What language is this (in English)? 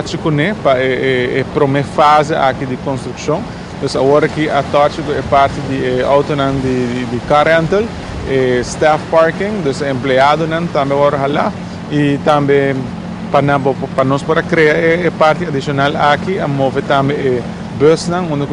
Papiamento